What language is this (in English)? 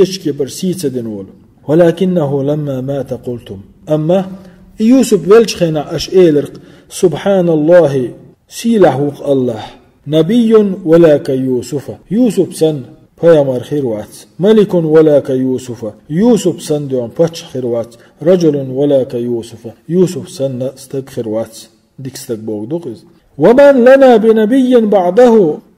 Chechen